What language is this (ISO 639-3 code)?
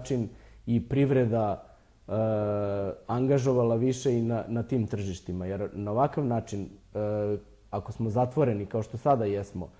srp